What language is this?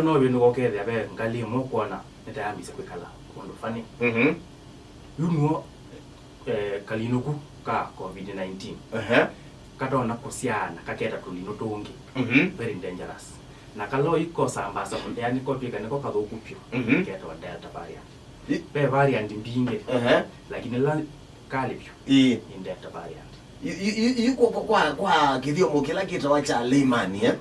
Kamba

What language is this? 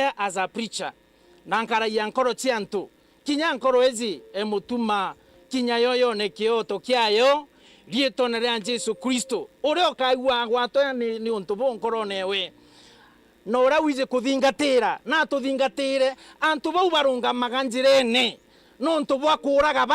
Meru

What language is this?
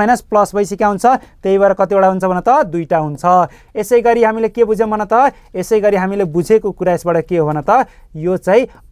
Nepali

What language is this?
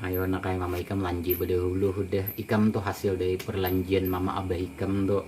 Banjar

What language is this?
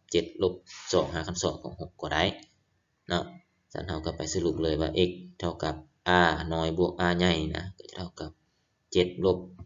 Lao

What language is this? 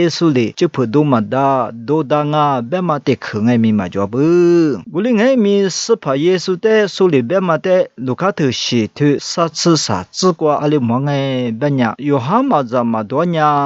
Lisu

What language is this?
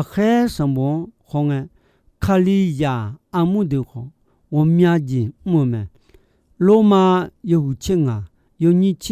Akha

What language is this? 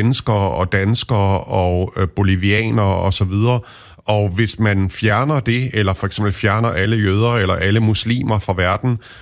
Danish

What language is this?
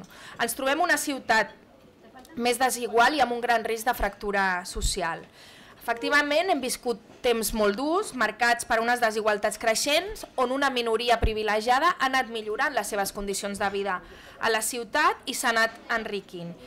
Catalan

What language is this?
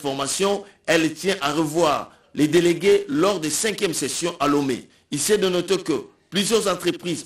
French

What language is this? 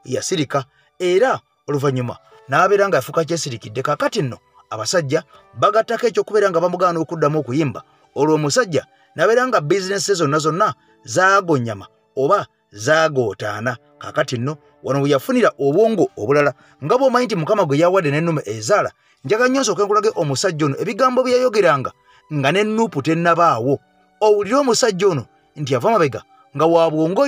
Ganda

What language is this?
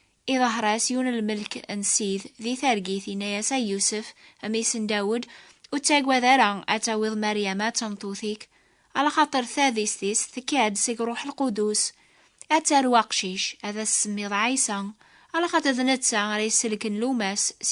Kabyle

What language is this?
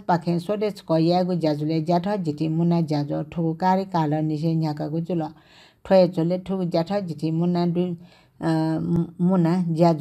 Newari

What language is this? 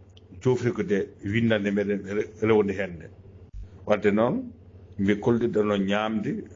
Fula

